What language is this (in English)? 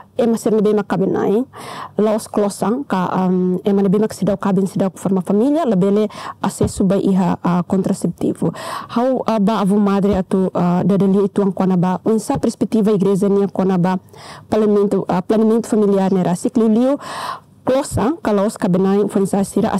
Tetum